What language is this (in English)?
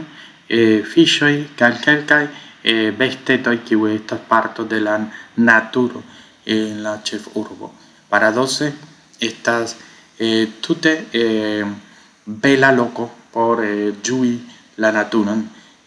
Esperanto